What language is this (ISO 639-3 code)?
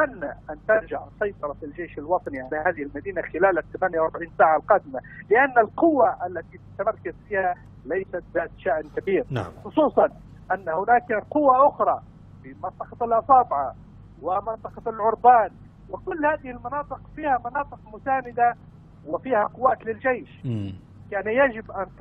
ara